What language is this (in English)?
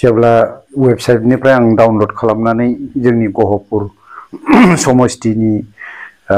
Bodo